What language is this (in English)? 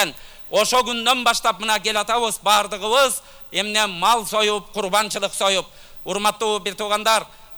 Kyrgyz